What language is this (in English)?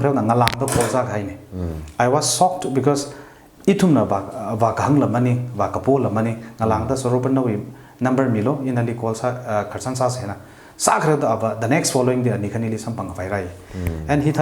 Tangkhul Naga (India)